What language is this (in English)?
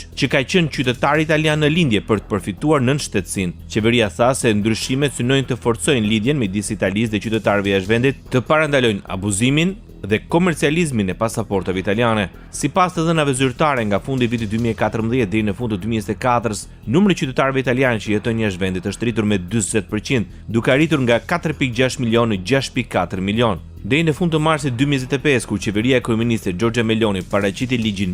Albanian